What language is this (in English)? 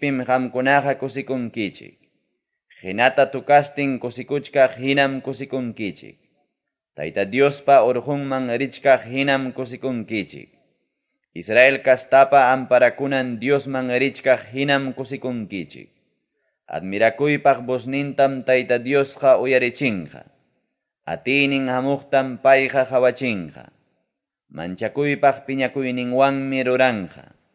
Ayacucho Quechua